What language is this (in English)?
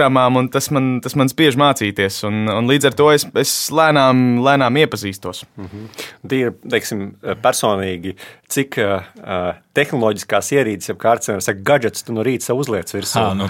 Latvian